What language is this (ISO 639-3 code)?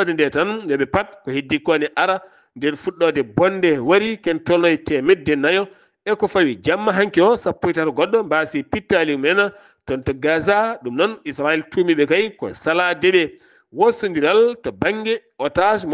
ful